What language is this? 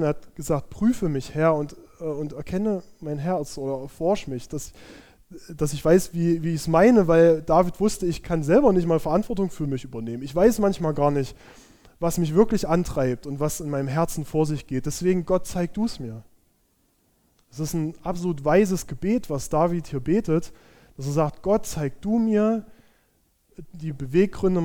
German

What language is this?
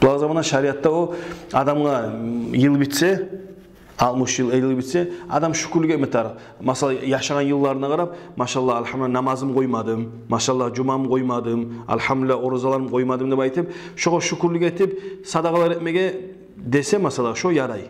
Kumyk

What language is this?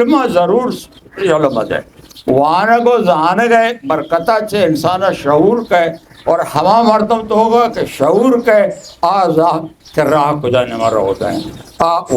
Eastern Balochi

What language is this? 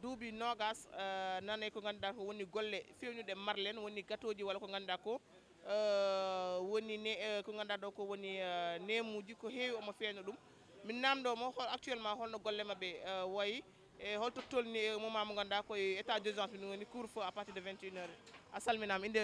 Fula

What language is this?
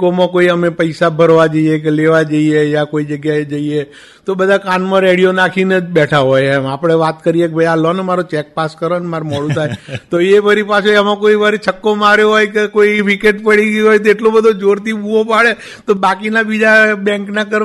Gujarati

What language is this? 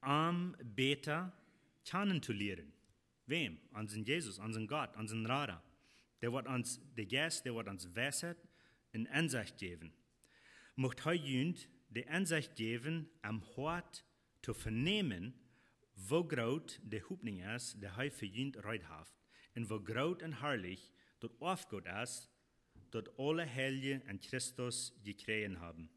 Plautdietsch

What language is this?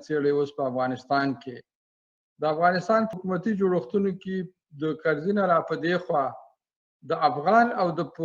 Pashto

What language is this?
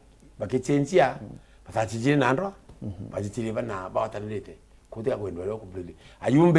Meru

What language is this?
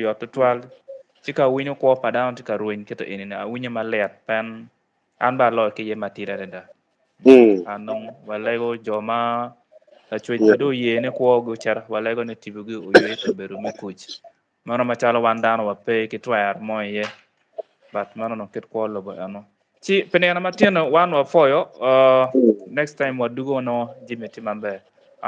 Acoli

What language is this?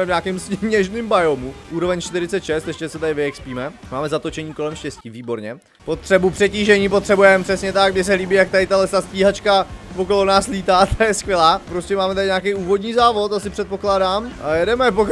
Czech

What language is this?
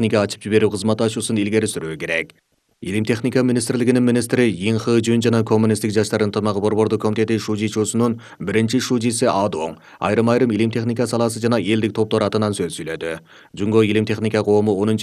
Kyrgyz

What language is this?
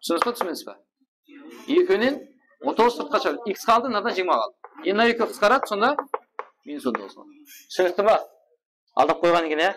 Kara-Kalpak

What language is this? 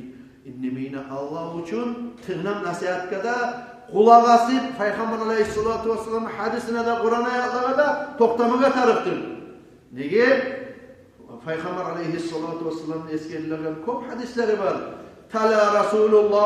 Kumyk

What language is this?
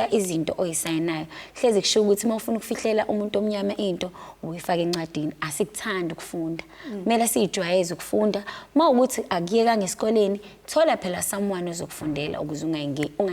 Zulu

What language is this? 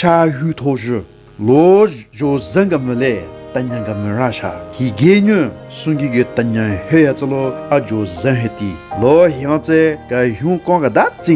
Southern Rengma Naga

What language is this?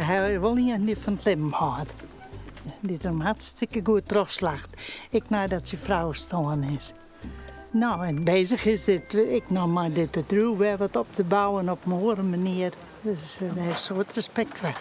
Western Frisian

